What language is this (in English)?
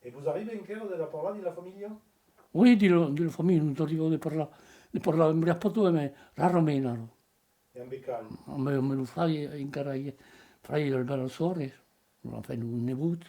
Occitan